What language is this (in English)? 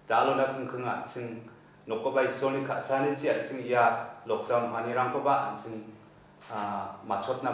Garo